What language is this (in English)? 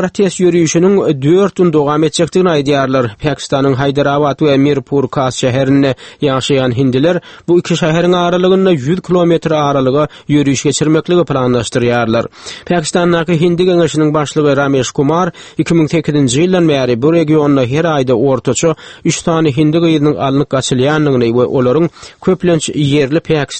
Turkmen